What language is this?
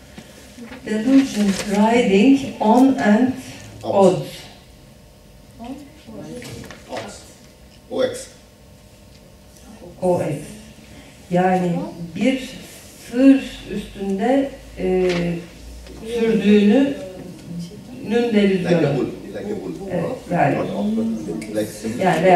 Turkish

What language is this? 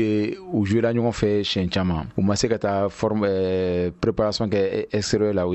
Bambara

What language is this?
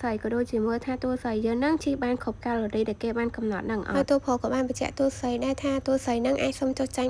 Khmer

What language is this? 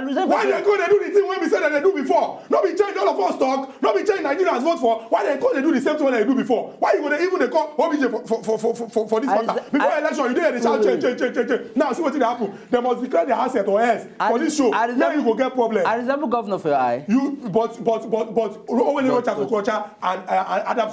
Nigerian Pidgin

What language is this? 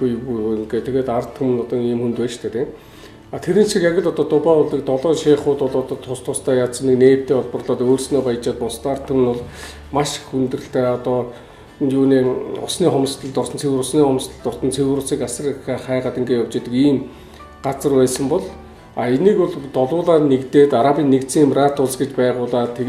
Mongolian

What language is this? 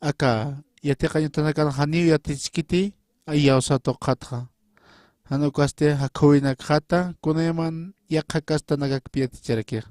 Aymara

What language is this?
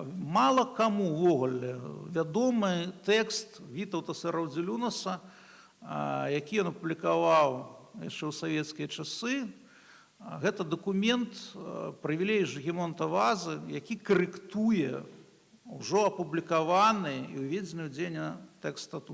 Belarusian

